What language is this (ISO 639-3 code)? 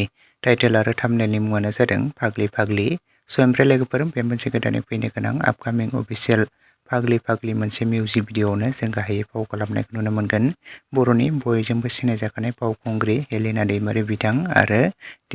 brx